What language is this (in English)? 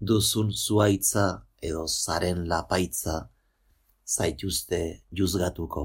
Basque